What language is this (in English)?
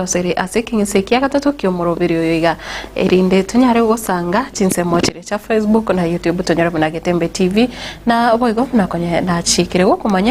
Gusii